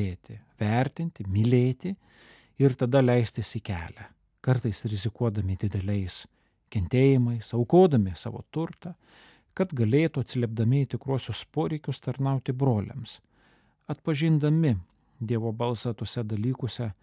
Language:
Lithuanian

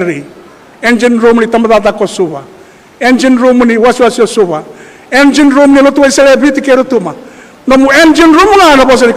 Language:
Fijian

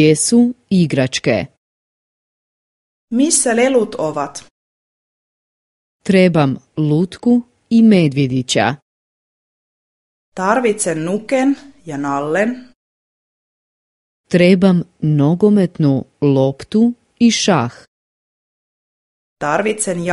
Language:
Croatian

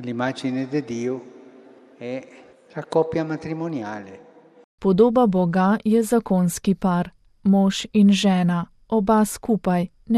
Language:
Slovenian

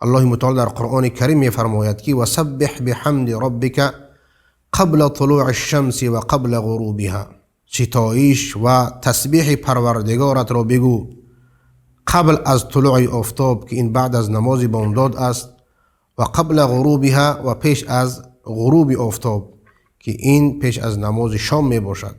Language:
Persian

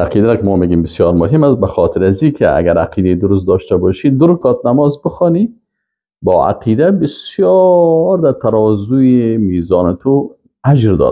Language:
Persian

